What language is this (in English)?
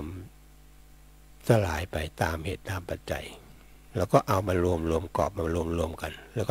Thai